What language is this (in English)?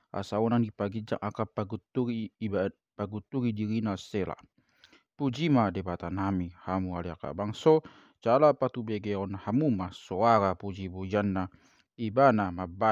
Batak Toba